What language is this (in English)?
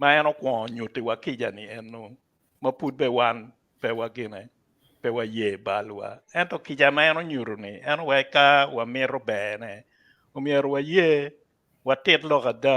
Acoli